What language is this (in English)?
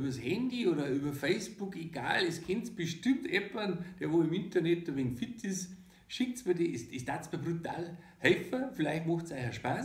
Bavarian